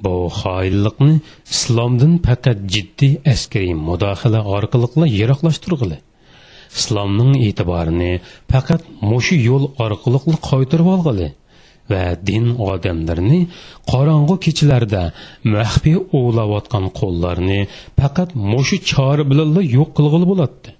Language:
Uyghur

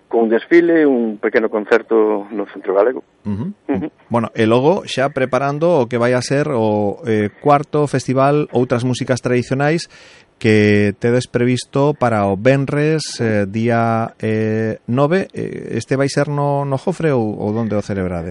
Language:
Galician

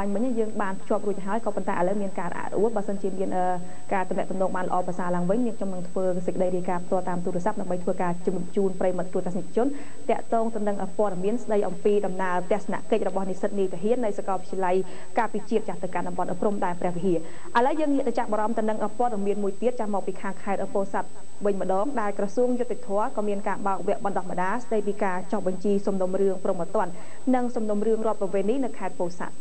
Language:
Khmer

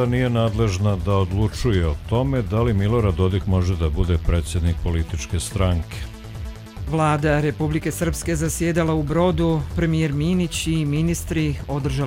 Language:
Croatian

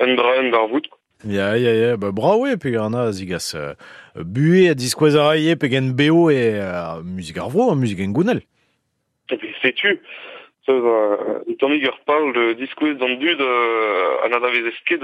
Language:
Breton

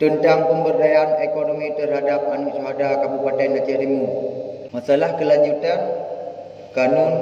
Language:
Achinese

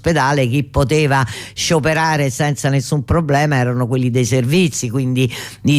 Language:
Italian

